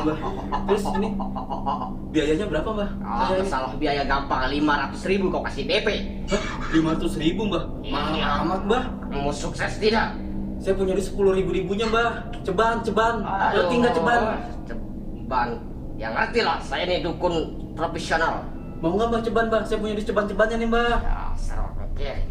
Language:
Betawi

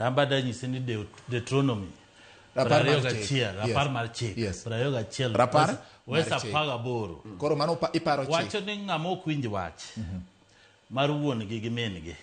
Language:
Luo (Kenya and Tanzania)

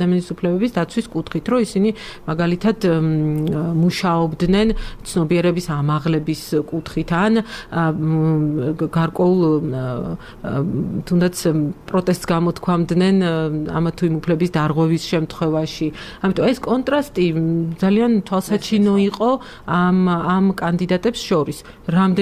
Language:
Georgian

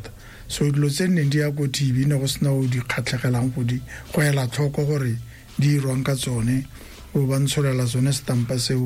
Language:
Tswana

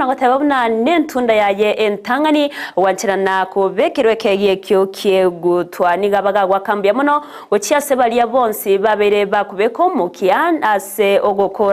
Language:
Gusii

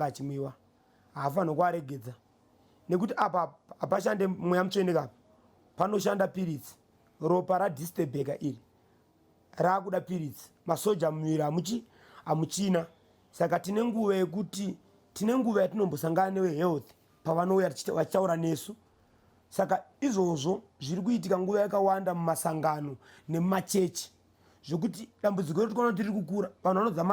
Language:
Shona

